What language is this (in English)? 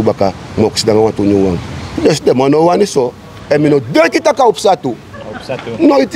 Sranan Tongo